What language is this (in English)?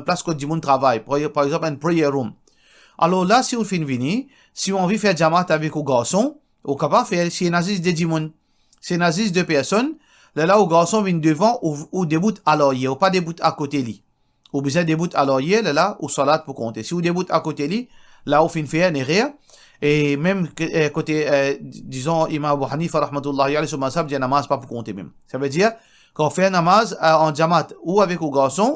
Morisyen